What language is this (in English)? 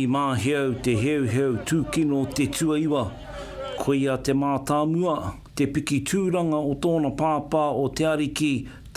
Māori